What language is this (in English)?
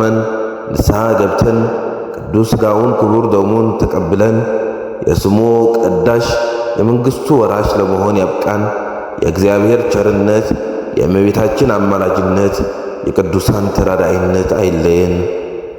Amharic